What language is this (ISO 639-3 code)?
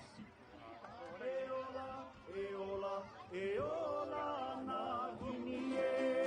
haw